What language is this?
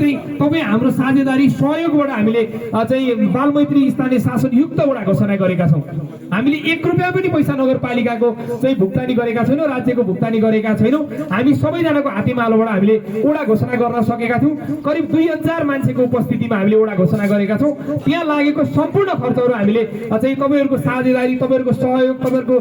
Nepali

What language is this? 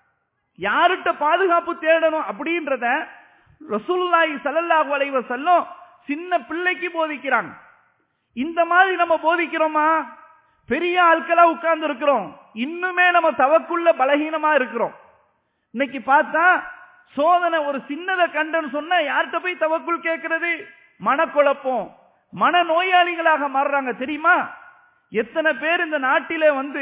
Tamil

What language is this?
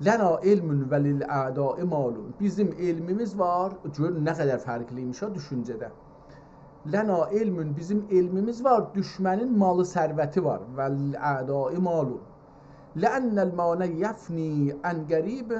South Azerbaijani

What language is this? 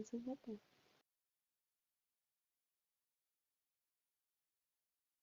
Vietnamese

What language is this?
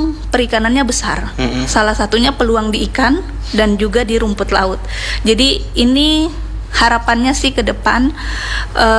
Indonesian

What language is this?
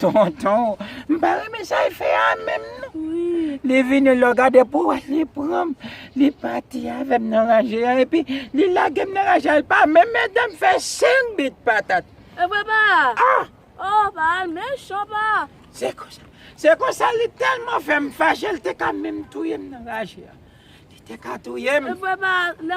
Haitian Creole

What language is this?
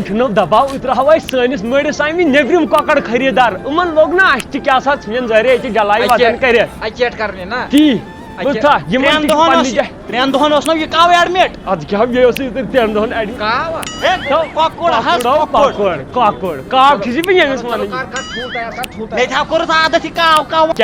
Kashmiri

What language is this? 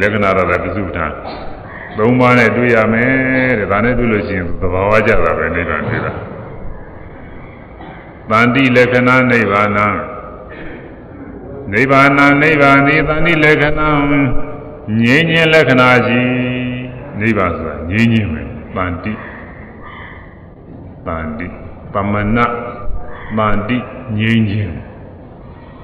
Burmese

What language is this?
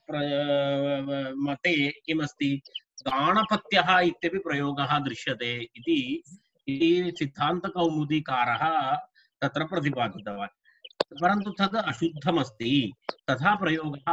Sanskrit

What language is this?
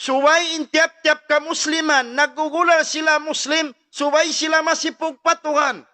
Tausug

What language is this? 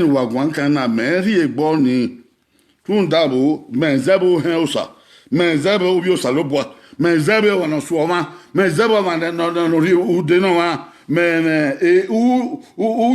Bini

